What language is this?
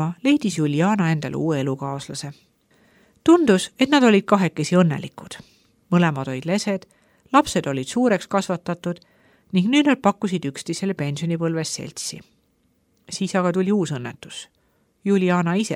Estonian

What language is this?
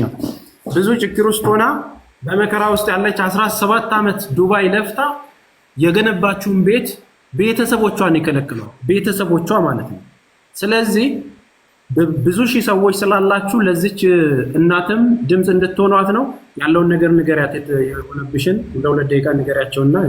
Amharic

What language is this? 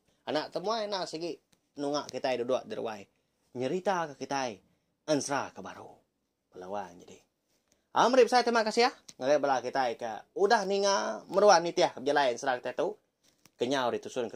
Iban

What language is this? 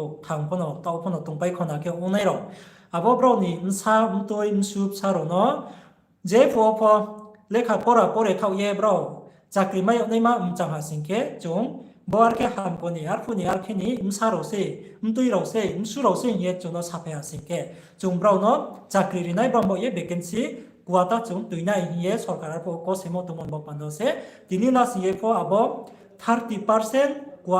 Riang (India)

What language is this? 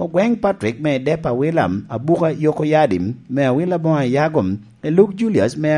Lango (Uganda)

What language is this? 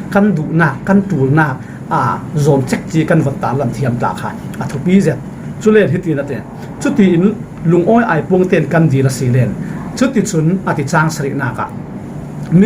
Falam Chin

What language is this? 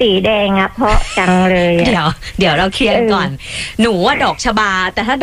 Thai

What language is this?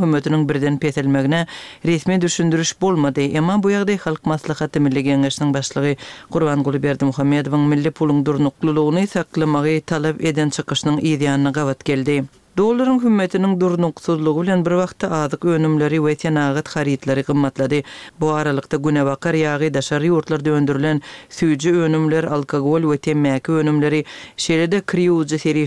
Turkmen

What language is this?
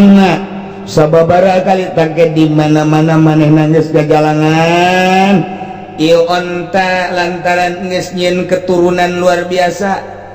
Sundanese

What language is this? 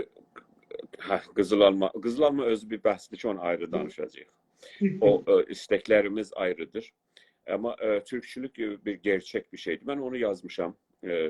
South Azerbaijani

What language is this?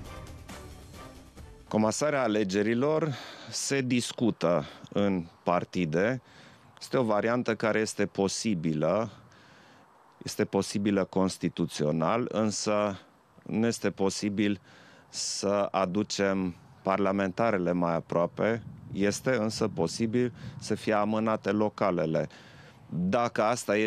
Romanian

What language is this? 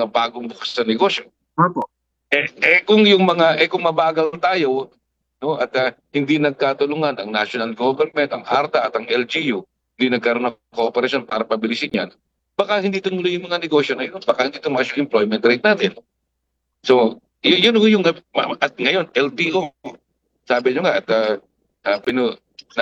Filipino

